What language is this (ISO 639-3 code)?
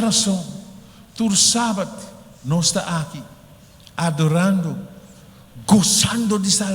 pap